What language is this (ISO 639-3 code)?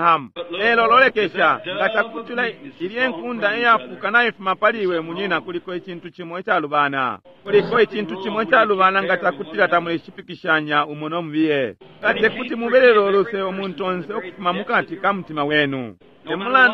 bem